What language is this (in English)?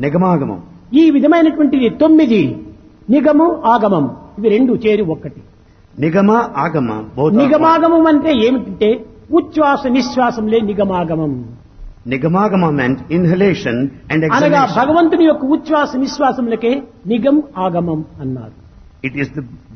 Telugu